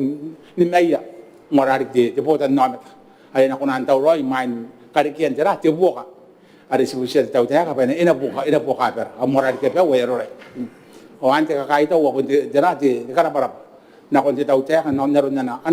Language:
Gilbertese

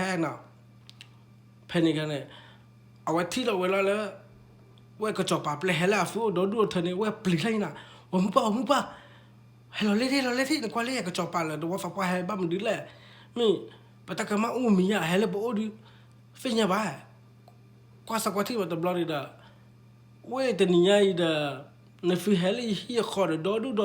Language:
S'gaw Karen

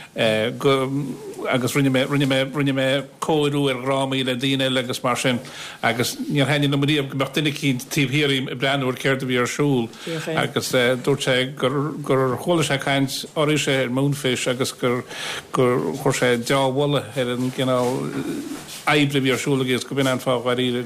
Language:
Irish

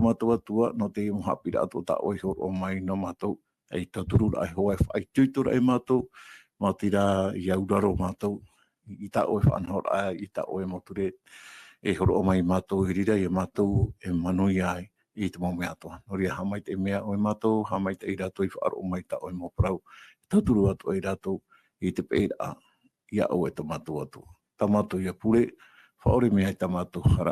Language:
Tahitian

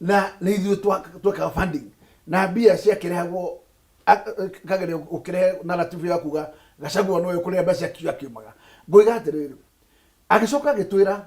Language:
Kikuyu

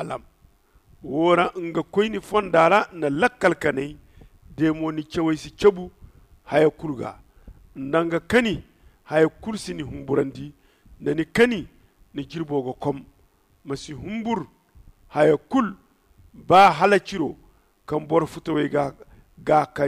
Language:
Zarma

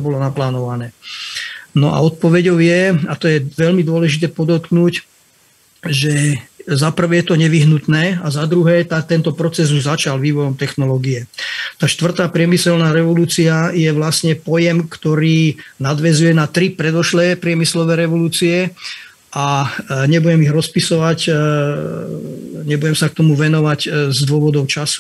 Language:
Slovak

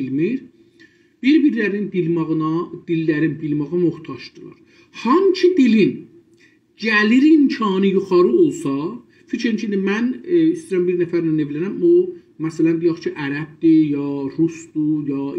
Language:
South Azerbaijani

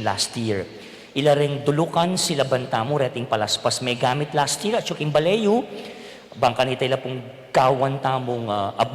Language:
Pampanga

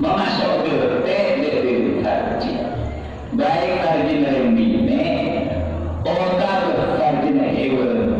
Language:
Madurese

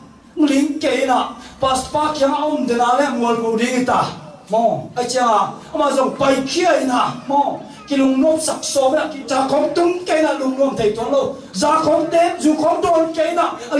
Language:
Tedim Chin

